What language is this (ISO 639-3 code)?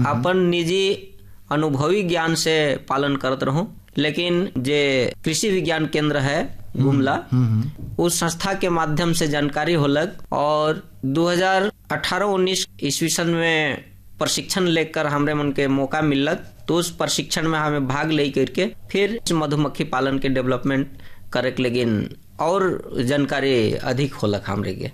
sck